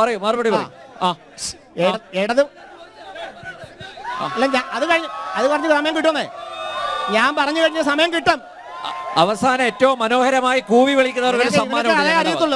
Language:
Malayalam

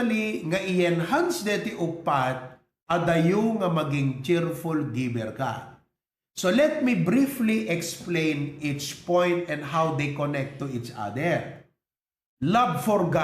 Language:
Iloko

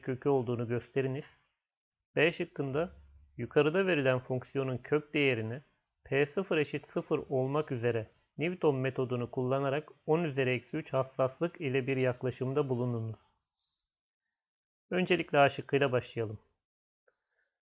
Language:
Turkish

